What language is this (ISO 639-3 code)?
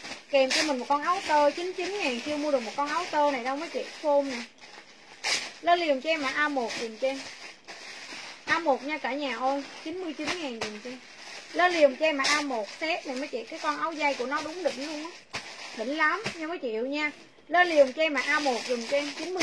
vie